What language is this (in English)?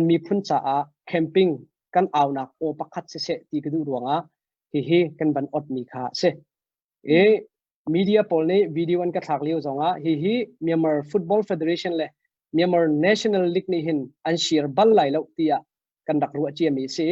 Hakha Chin